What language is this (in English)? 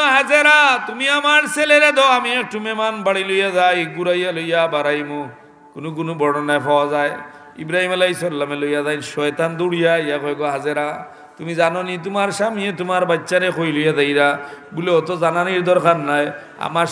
Sylheti